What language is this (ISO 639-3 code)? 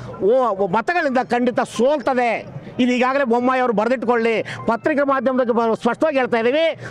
kan